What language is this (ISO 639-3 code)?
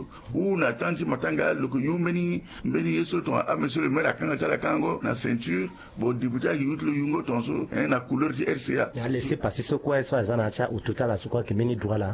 sag